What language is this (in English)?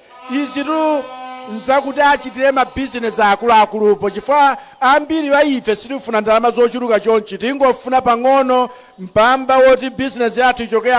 Nyanja